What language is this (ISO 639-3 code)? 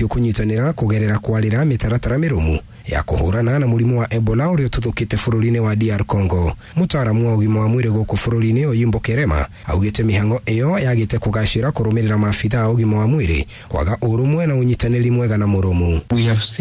kik